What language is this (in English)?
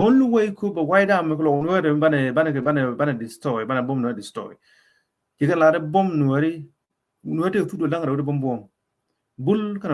Nuer